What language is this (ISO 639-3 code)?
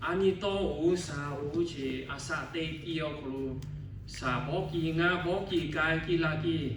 lhu